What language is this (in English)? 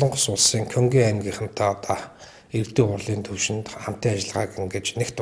Mongolian